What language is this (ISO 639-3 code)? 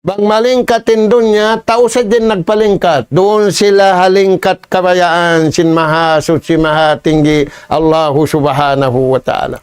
tsg